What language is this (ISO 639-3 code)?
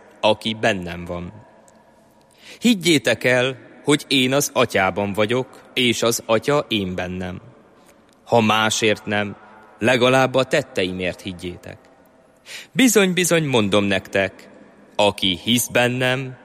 hun